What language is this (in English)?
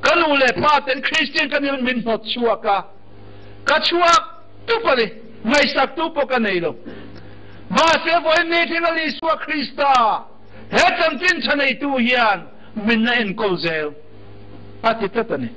Riang (India)